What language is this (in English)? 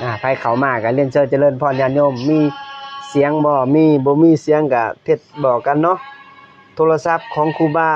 Lao